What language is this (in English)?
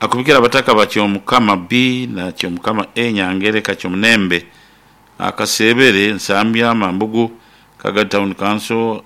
Nyoro